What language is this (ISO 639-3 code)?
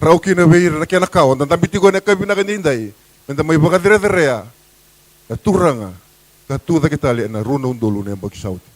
fij